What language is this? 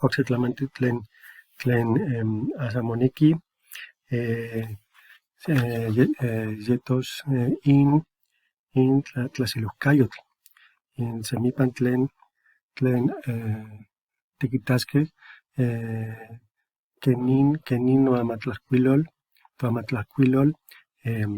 Eastern Huasteca Nahuatl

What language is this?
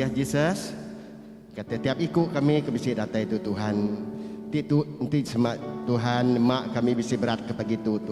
Iban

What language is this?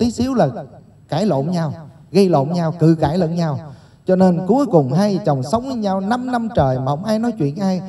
Vietnamese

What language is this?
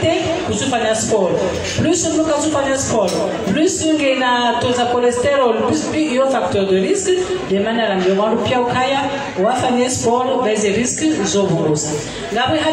Swahili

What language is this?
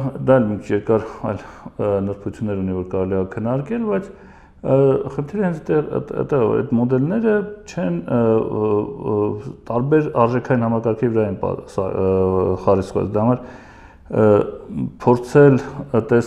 Armenian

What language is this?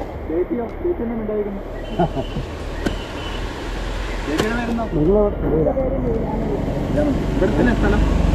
Malayalam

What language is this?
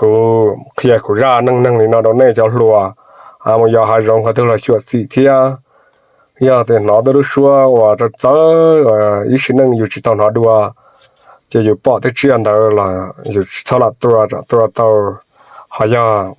Hmong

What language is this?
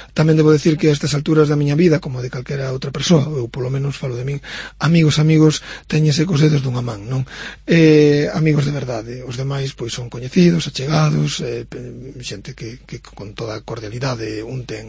Galician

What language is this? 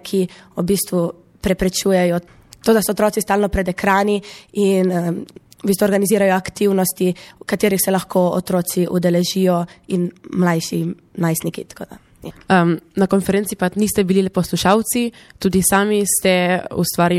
Slovenian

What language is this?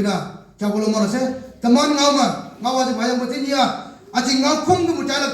Naga Pidgin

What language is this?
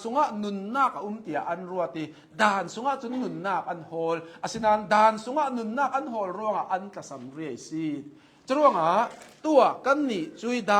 Hakha Chin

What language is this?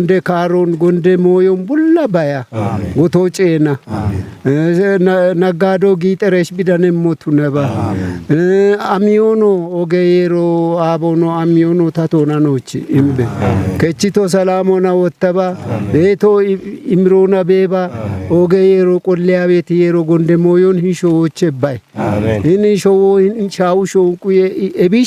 Kafa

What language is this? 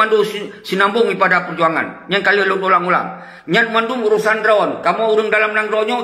Achinese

